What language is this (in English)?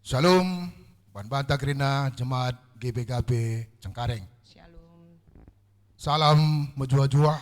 Batak Karo